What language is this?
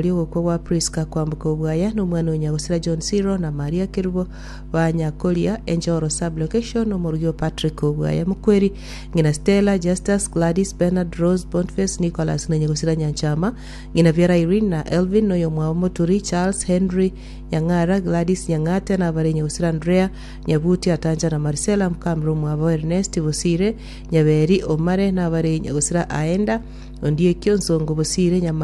Gusii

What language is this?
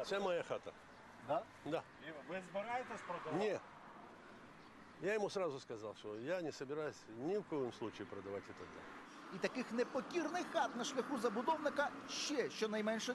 Ukrainian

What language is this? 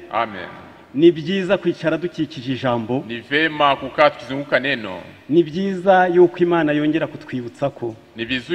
Kinyarwanda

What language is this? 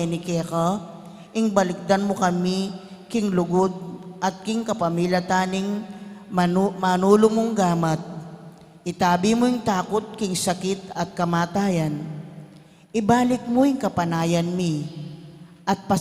Pampanga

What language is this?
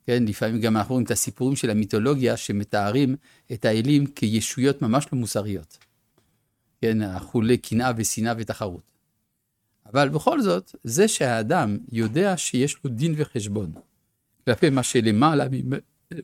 Hebrew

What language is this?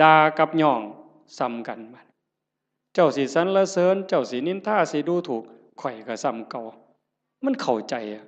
Northeastern Thai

